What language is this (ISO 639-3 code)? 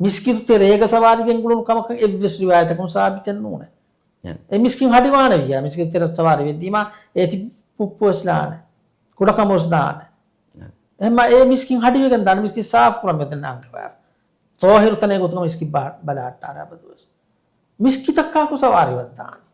div